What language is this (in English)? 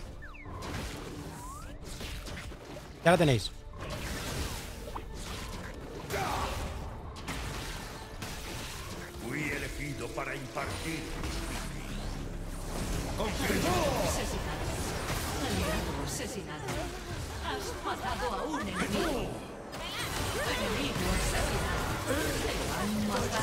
Spanish